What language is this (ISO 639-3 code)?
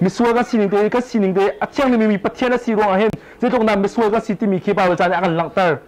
cnh